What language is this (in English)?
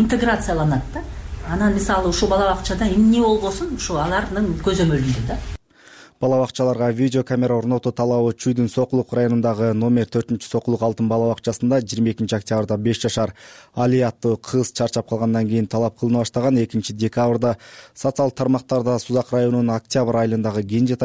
Kyrgyz